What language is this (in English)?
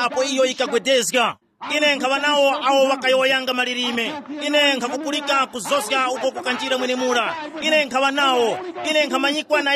Tumbuka